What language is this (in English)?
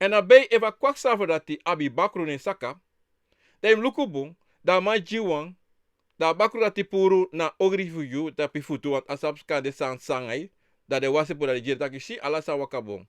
Sranan Tongo